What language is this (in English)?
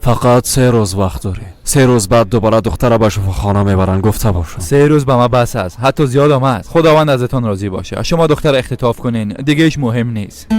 Persian